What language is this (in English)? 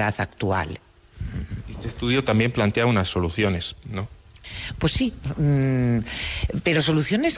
Spanish